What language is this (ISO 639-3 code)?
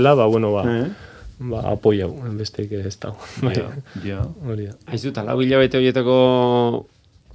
eus